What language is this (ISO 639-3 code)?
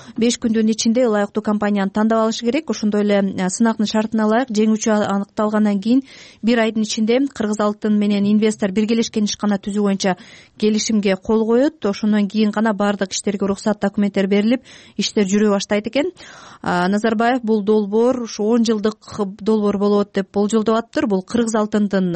kir